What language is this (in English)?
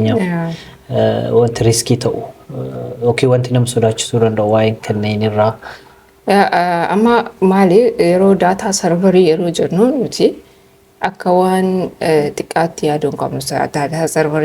Oromo